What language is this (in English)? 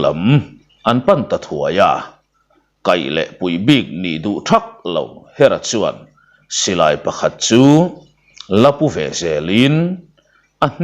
Mizo